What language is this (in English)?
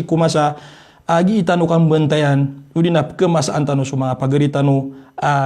Maranao